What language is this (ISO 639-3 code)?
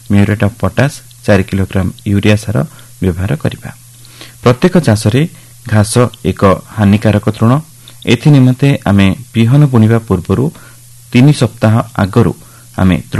ori